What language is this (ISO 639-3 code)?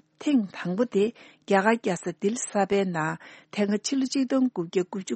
bod